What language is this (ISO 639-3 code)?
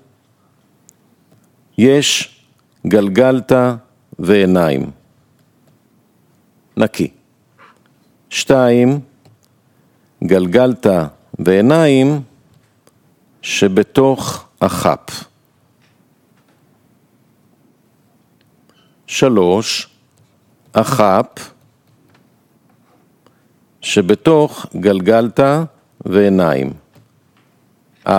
heb